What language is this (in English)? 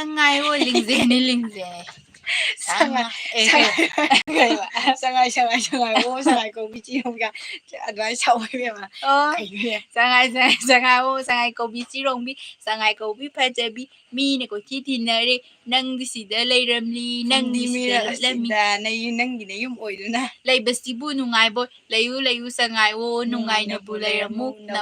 Manipuri